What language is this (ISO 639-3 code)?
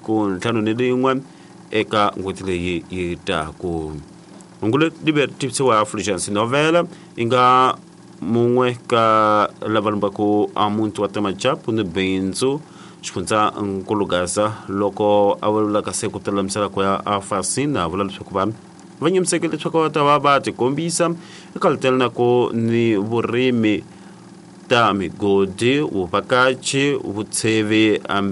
tso